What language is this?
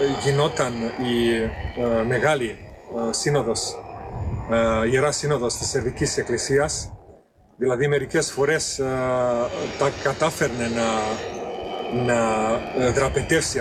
Greek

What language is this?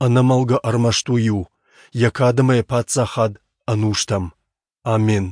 Ossetic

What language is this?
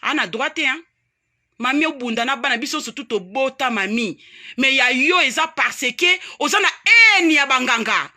Lingala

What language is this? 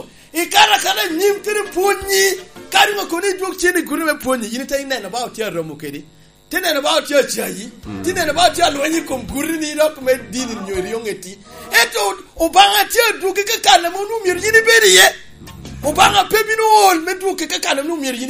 Lango (Uganda)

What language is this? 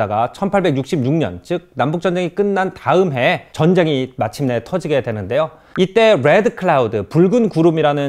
Korean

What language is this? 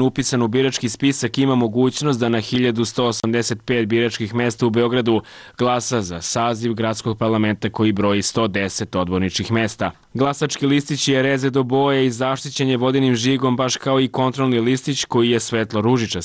Serbian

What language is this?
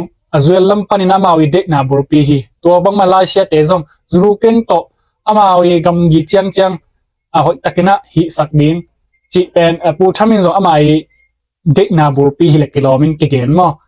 Tedim Chin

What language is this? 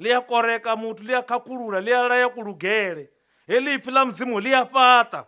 Venda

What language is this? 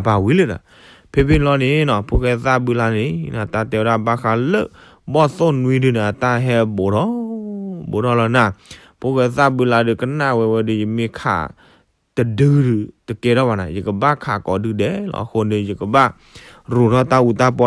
S'gaw Karen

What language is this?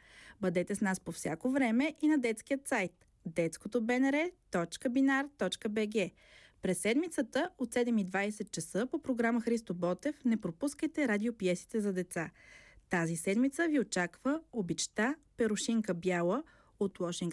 Bulgarian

